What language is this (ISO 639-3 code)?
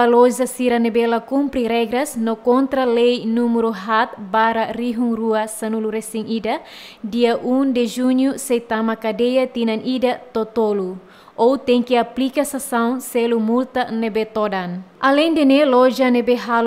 tet